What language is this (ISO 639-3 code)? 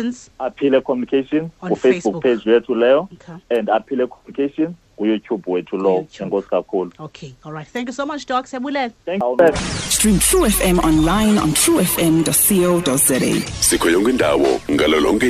xho